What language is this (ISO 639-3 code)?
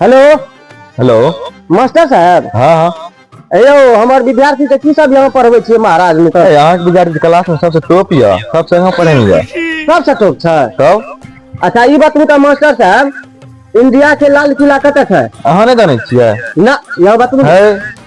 mai